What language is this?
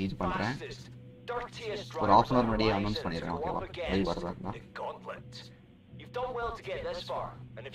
Tamil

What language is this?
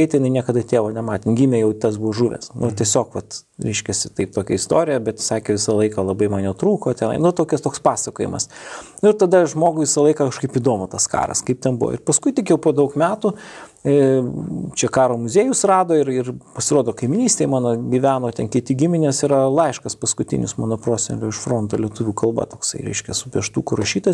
Lithuanian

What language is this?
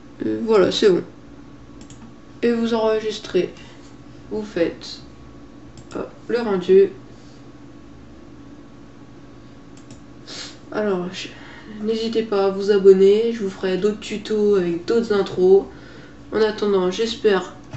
French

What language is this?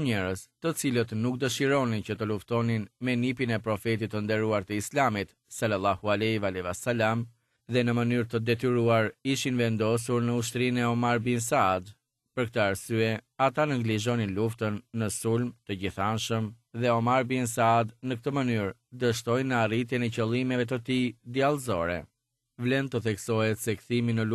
Albanian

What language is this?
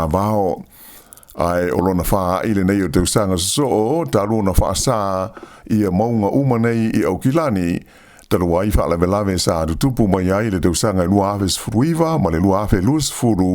Samoan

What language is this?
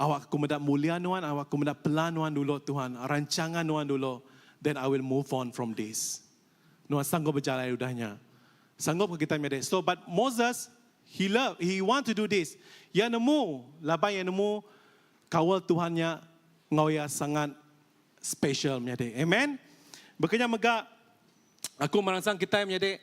Iban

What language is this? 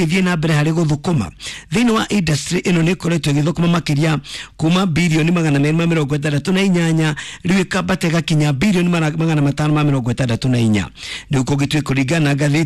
Kikuyu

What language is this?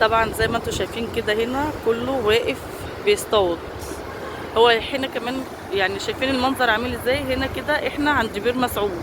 Egyptian Arabic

